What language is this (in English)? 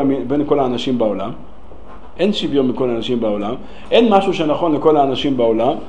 Hebrew